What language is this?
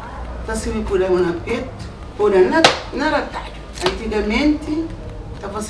Kabuverdianu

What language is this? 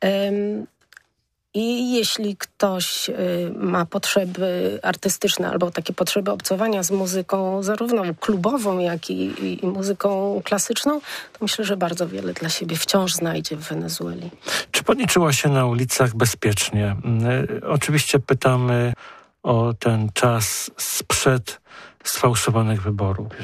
Polish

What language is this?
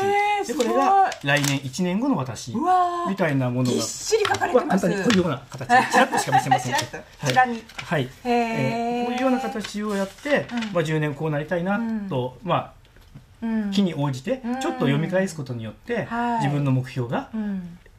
Japanese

